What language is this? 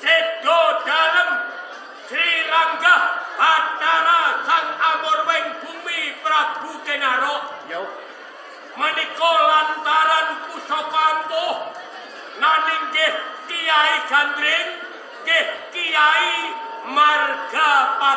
Javanese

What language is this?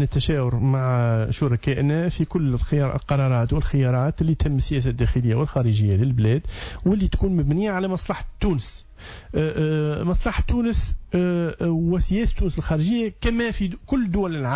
Tunisian Arabic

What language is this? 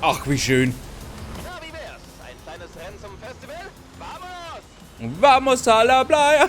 Bavarian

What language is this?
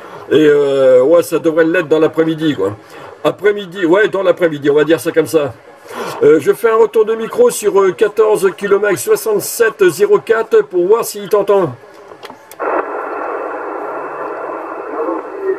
French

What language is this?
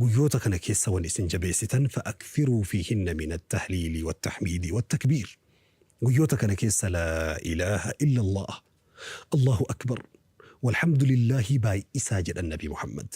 Oromo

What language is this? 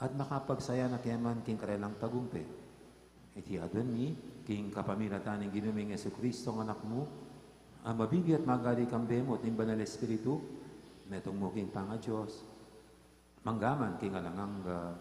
Pampanga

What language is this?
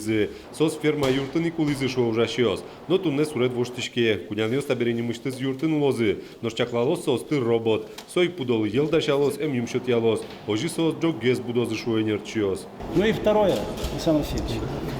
Udmurt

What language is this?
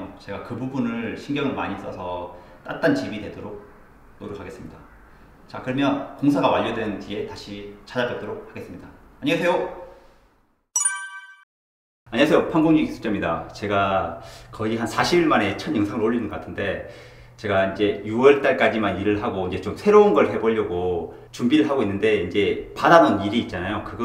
Korean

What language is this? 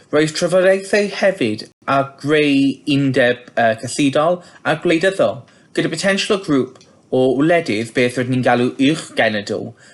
Welsh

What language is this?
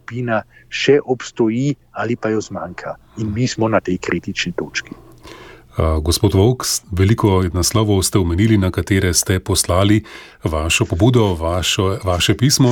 Slovenian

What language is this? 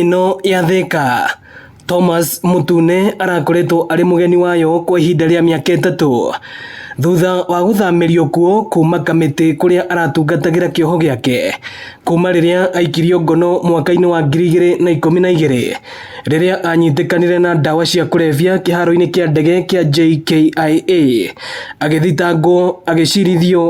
Kikuyu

